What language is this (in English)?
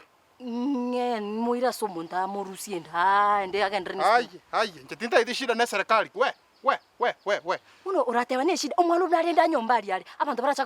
Gusii